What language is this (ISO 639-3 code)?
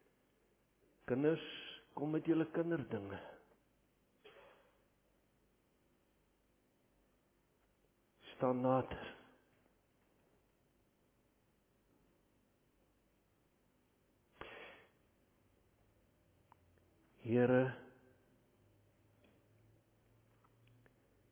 afr